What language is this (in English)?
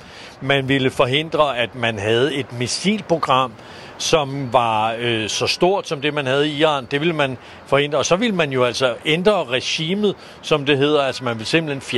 Danish